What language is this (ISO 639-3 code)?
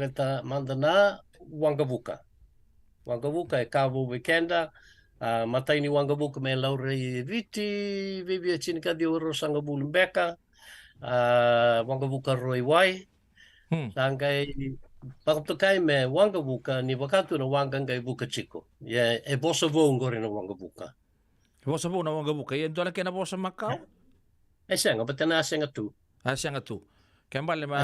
fij